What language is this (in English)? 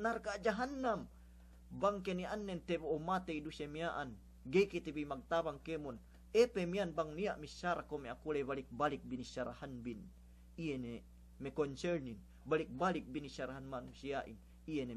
Yakan